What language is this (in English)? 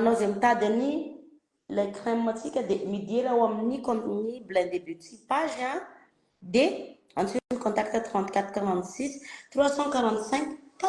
Malagasy